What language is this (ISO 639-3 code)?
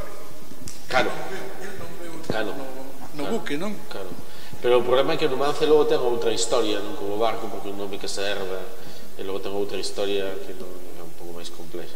glg